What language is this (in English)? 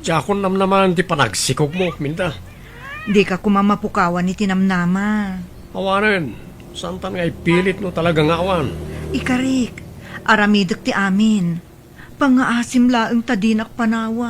Iloko